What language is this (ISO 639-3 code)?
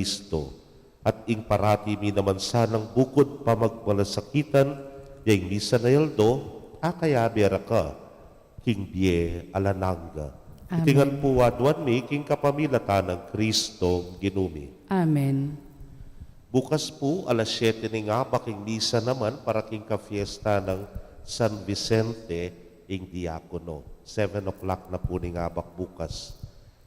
pam